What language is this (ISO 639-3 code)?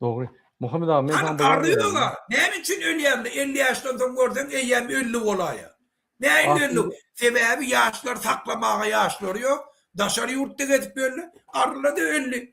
tuk